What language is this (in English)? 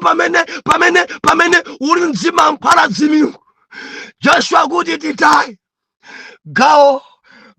Nyanja